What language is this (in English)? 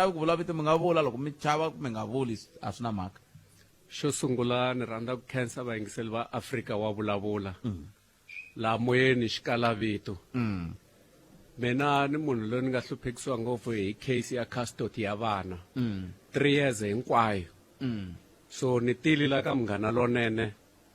Tsonga